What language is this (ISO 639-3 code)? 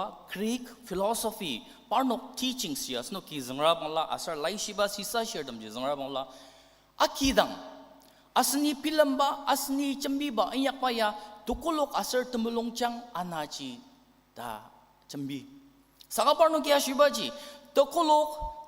njo